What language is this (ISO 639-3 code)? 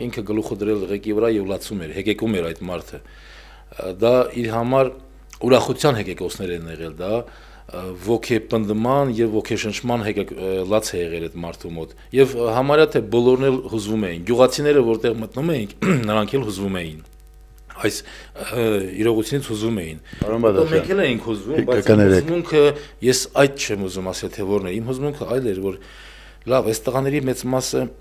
hye